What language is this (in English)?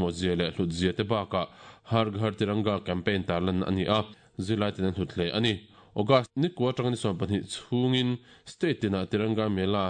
Mizo